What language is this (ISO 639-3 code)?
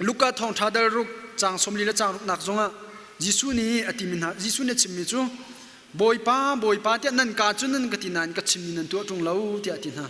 cnh